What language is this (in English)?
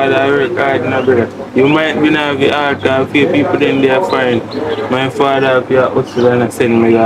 Jamaican Creole English